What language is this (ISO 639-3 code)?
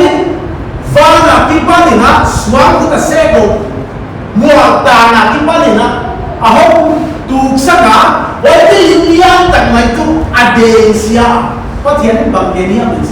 pck